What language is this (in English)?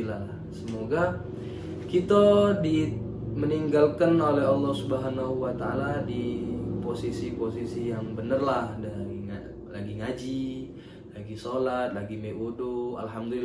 Musi